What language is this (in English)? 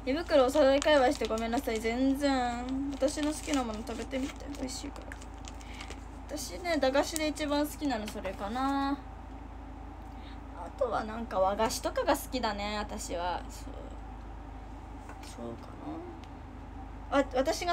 Japanese